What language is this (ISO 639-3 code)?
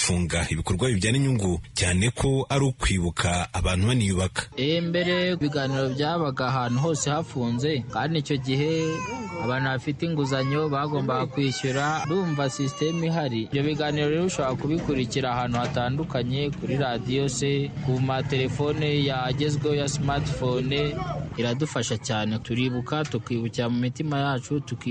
kin